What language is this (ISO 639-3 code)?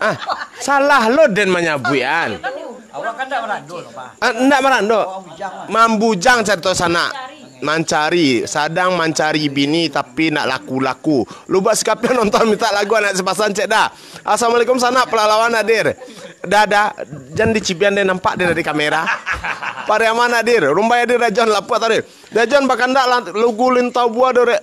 min